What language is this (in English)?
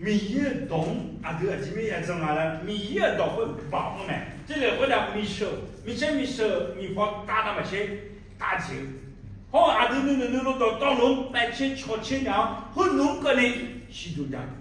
Akha